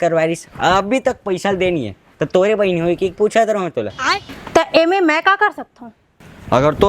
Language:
Chhattisgarhi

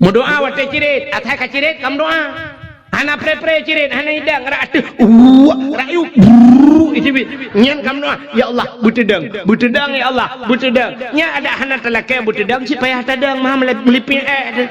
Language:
Achinese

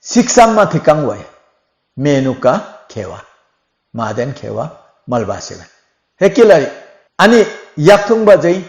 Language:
Limbu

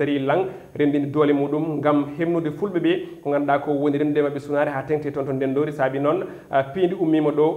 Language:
Fula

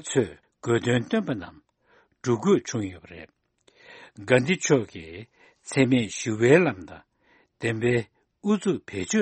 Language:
Tibetan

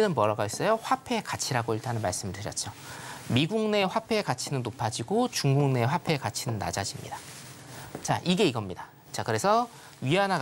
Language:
Korean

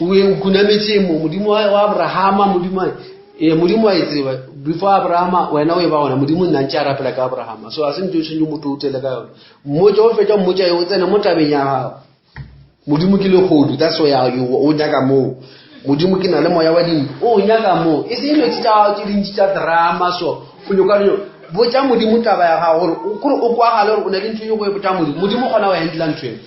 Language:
Northern Sotho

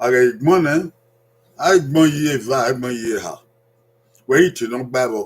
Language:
Bini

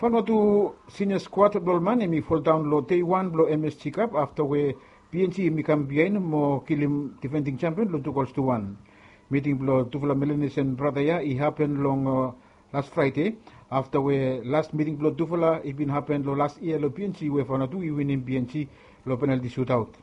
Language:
Bislama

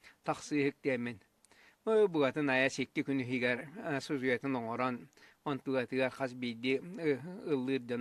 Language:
Yakut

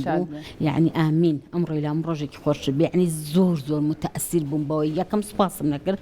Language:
Central Kurdish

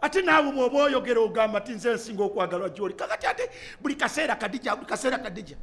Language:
Ganda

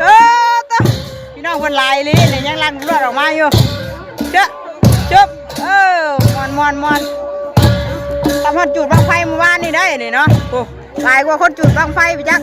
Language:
Northeastern Thai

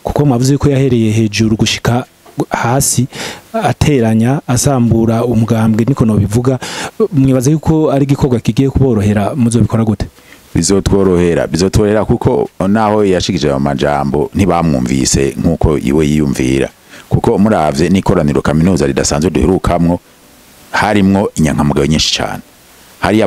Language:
Rundi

